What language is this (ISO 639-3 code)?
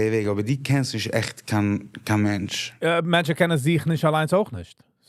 yid